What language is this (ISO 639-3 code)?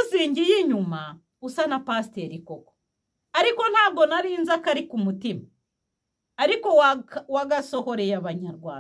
kin